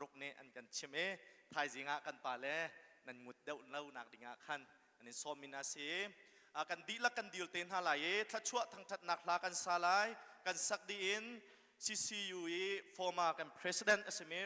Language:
Hakha Chin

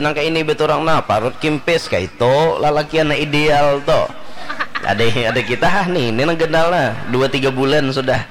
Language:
Banjar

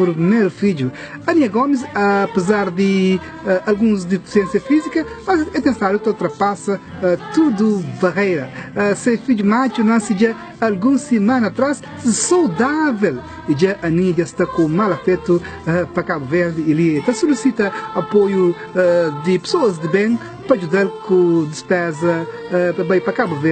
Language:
Kabuverdianu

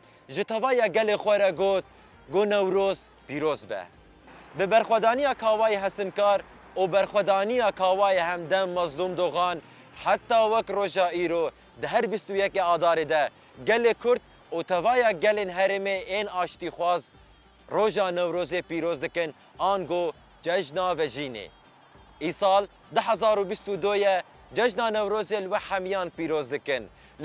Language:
Kurdish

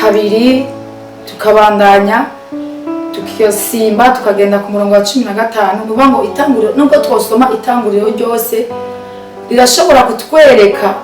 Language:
Rundi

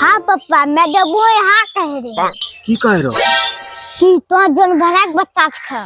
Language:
Angika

